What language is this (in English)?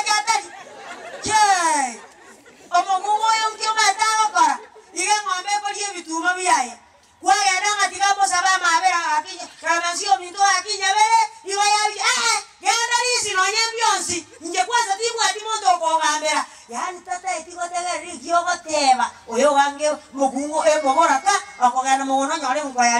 Gusii